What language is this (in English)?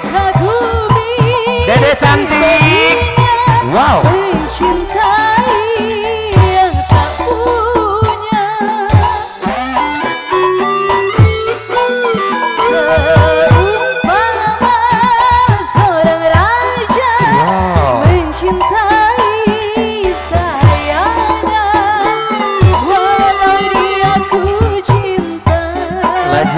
Indonesian